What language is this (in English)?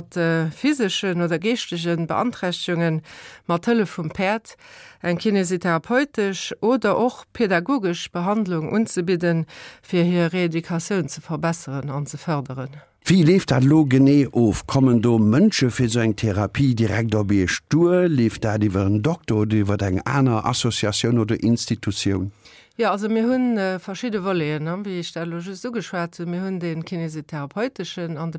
Luxembourgish